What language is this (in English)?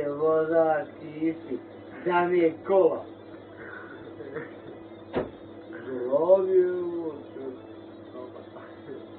Bosnian